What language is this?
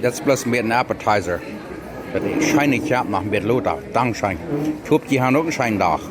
Plautdietsch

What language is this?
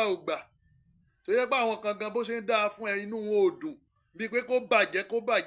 Yoruba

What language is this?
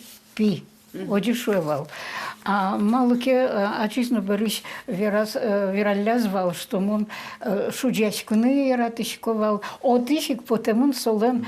Udmurt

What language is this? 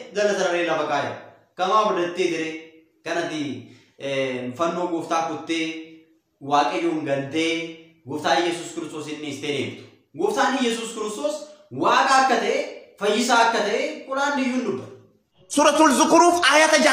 Oromo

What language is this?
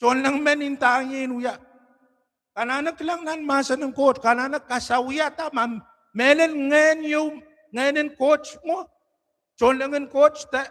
Pohnpeian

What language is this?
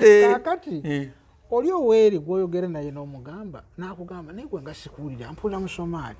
Ganda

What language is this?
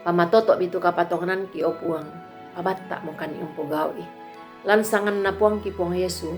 Toraja-Sa'dan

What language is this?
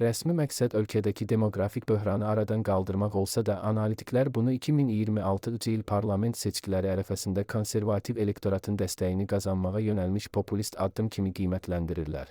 Azerbaijani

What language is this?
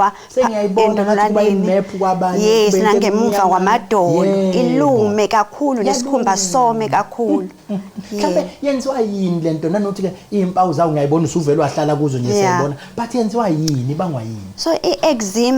Zulu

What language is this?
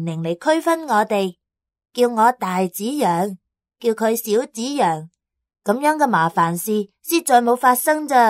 Cantonese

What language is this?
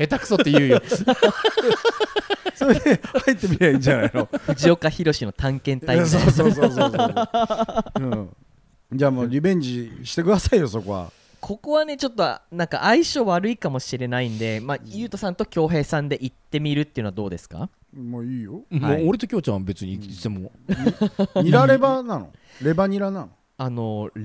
Japanese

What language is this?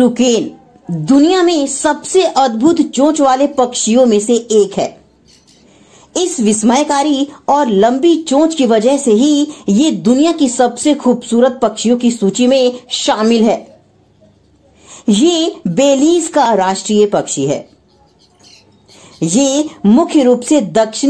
Hindi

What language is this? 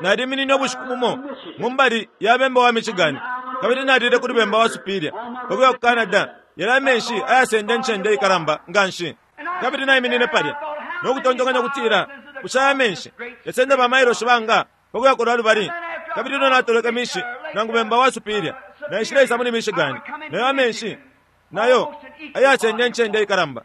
Bemba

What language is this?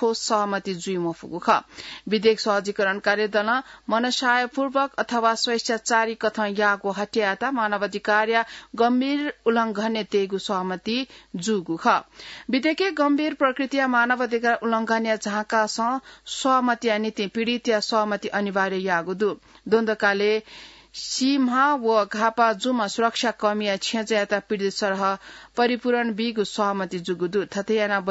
Newari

